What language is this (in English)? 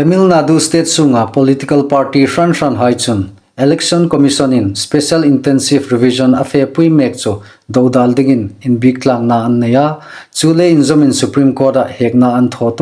Hmar